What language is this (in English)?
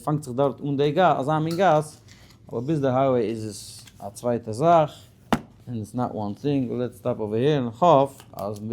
Yiddish